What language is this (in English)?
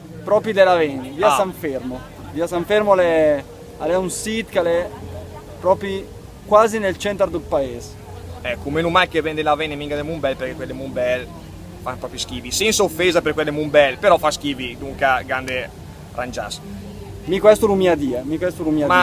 Lombard